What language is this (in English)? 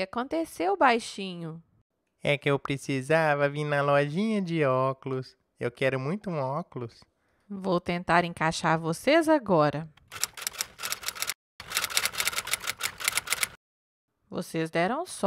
Portuguese